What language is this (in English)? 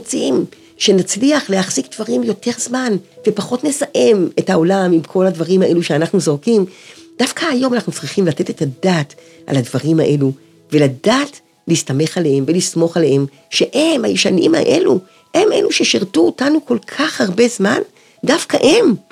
Hebrew